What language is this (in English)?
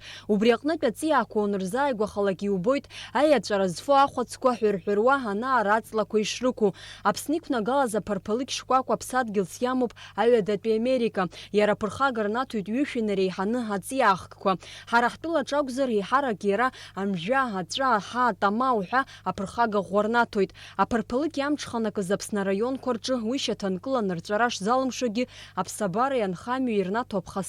Abkhazian